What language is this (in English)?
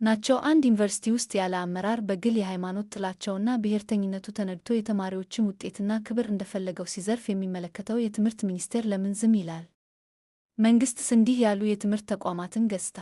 Amharic